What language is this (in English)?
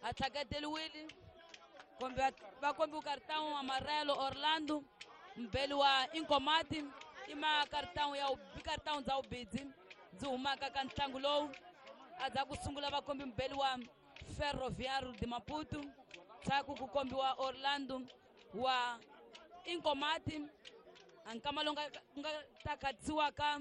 Tsonga